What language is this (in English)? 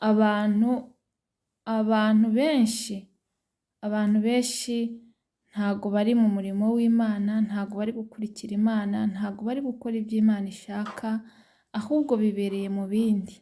Kinyarwanda